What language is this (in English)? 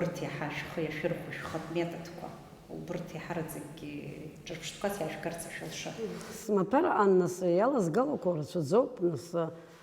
Abkhazian